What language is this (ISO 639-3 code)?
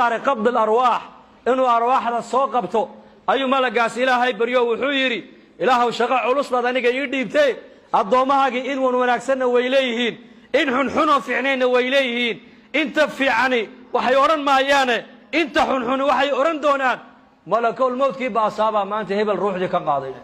som